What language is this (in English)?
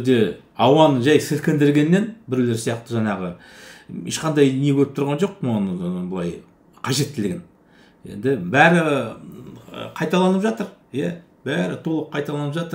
Kazakh